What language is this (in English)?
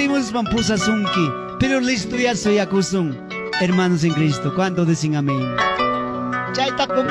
Ayacucho Quechua